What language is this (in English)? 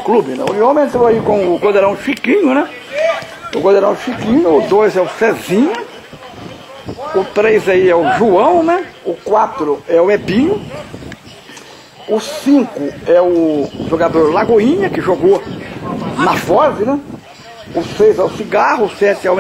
Portuguese